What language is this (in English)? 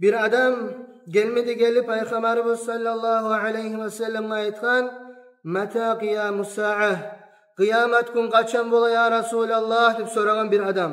Kumyk